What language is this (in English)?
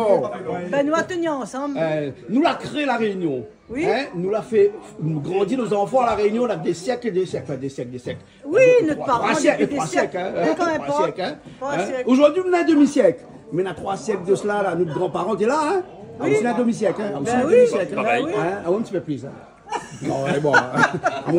Réunion Creole French